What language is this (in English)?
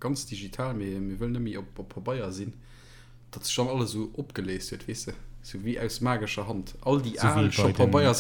Luxembourgish